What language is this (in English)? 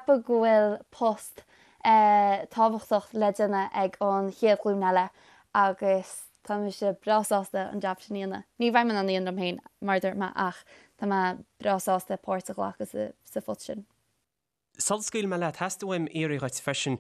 Irish